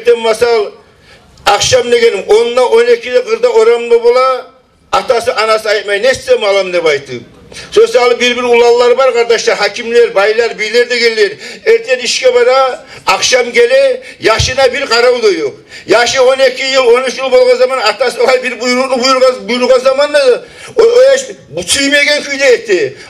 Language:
Kumyk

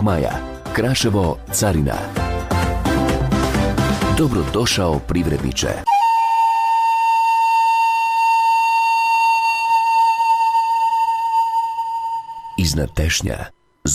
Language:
Bosnian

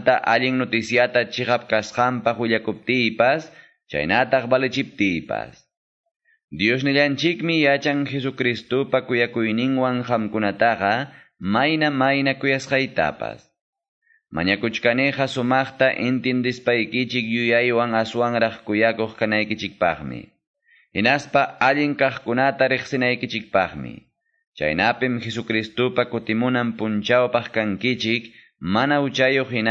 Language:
Quechua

